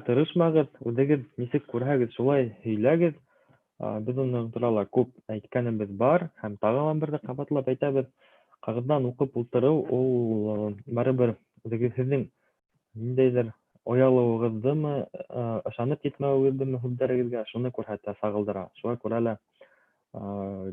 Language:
Bashkir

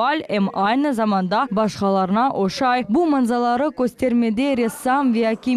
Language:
Crimean Tatar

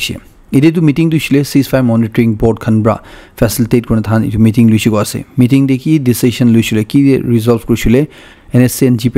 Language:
Naga Pidgin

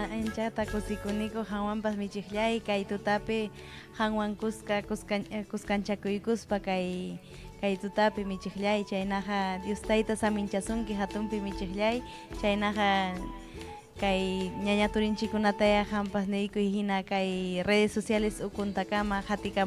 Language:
Ayacucho Quechua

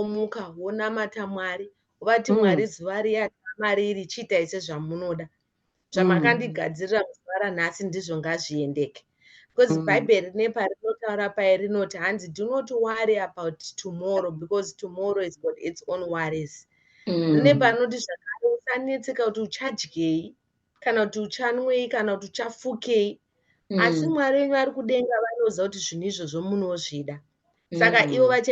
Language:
Shona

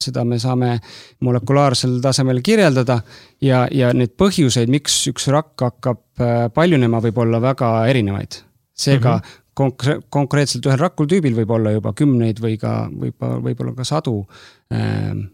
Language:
Estonian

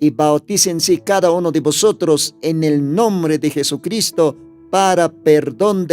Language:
Aymara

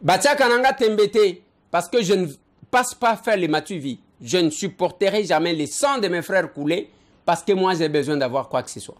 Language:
Lingala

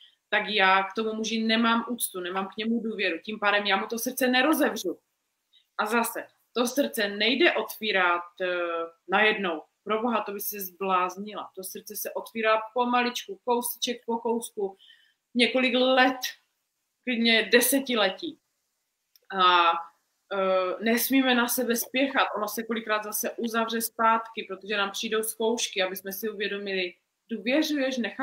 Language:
Czech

